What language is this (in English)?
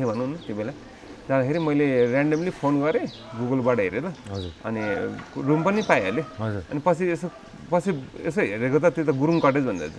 Nepali